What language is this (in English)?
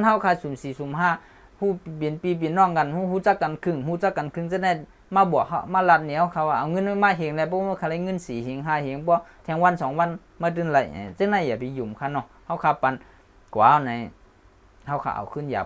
Shan